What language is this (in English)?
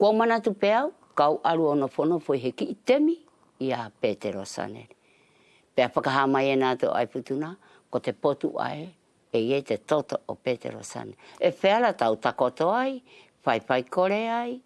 Wallisian